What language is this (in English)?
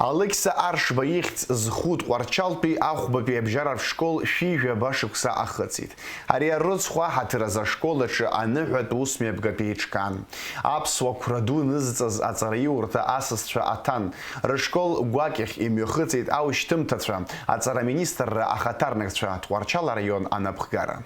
Abkhazian